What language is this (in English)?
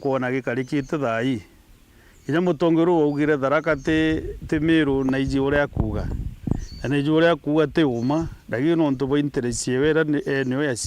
Meru